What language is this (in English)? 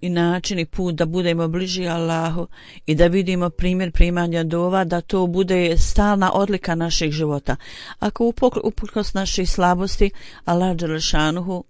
Bosnian